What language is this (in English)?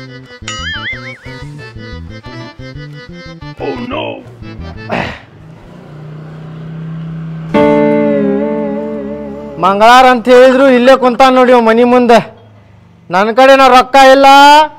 Kannada